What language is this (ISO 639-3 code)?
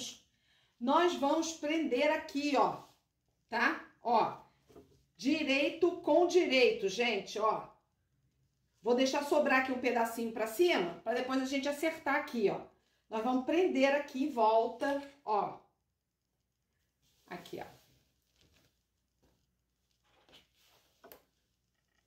por